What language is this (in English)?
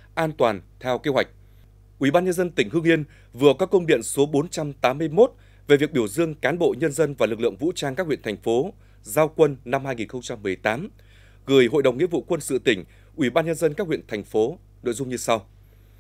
Vietnamese